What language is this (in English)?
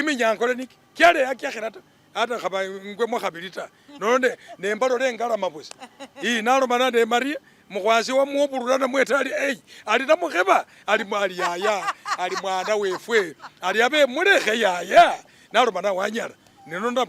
Masaaba